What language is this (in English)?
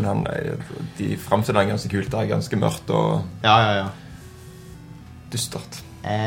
Norwegian